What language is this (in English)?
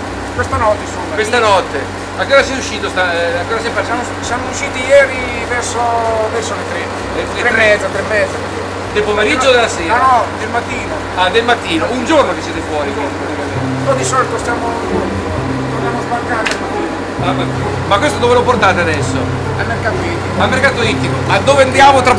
Italian